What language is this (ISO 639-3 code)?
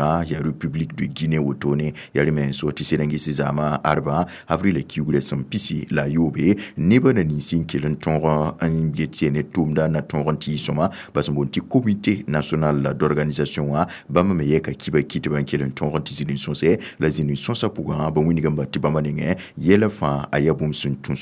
mos